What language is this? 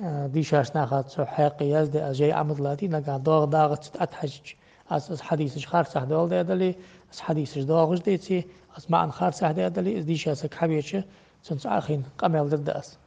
Ingush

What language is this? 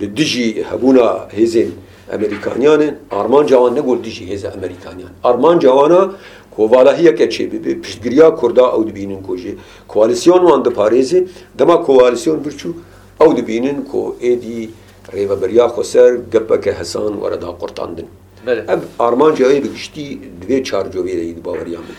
Kurdish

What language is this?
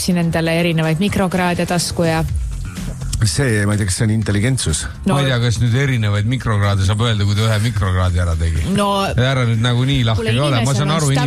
Estonian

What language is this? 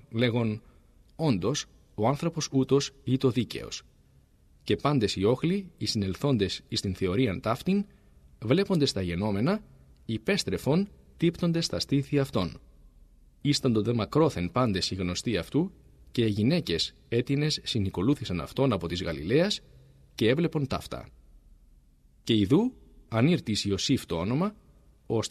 Greek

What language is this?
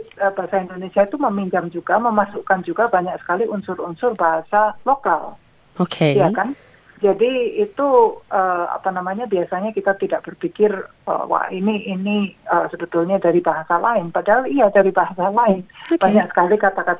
Indonesian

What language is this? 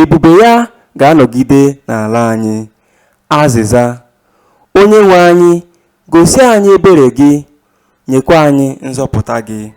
Igbo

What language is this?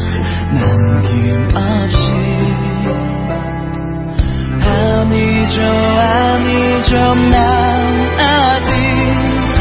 Korean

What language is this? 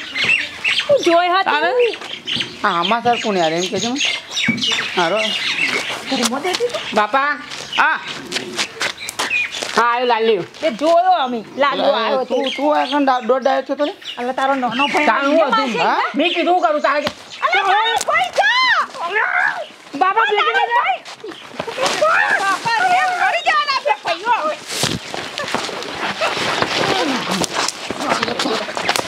Gujarati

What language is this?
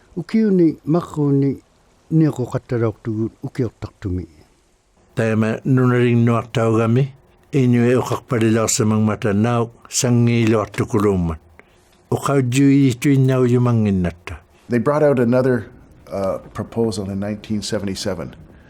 Inuktitut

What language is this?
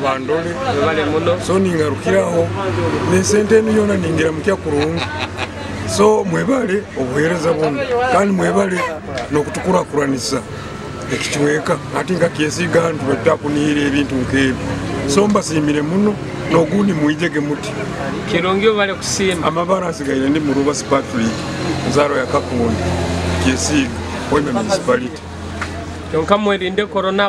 Nyoro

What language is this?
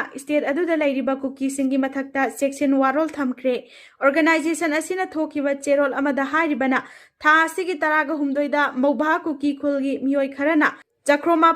Manipuri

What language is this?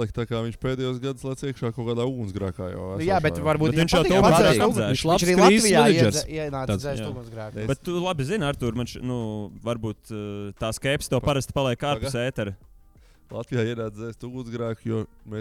Latvian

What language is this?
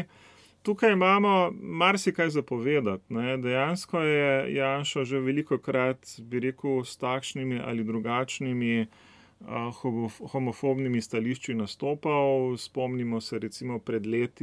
Slovenian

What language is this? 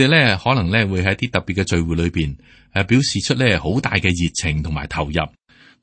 Cantonese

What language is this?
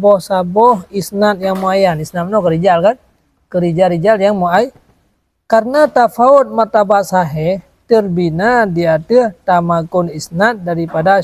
Achinese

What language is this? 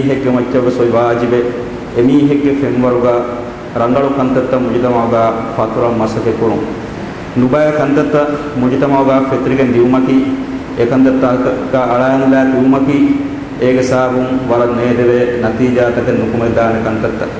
Divehi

